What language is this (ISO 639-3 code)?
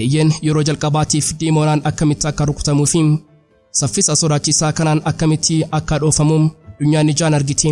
orm